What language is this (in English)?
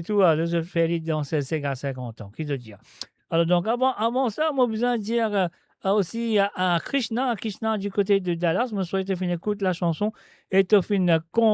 Morisyen